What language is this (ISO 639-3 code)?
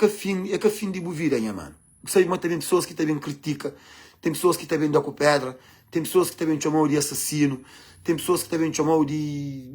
kea